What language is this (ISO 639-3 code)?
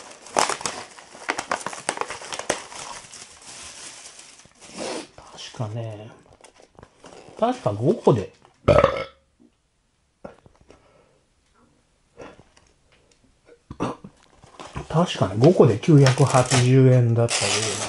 jpn